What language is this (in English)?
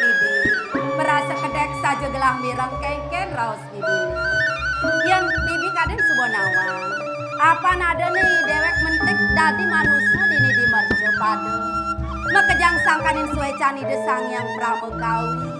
Balinese